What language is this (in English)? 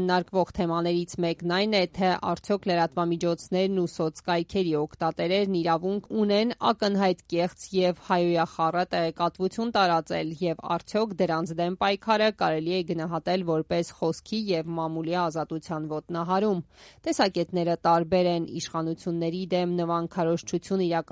Armenian